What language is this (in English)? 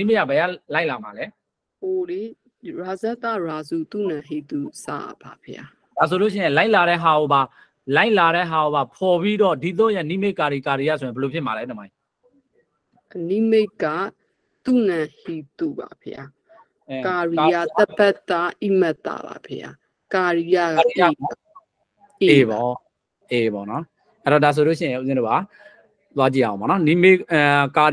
Burmese